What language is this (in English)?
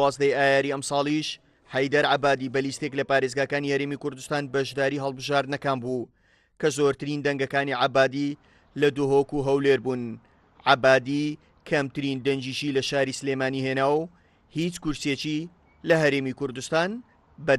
Central Kurdish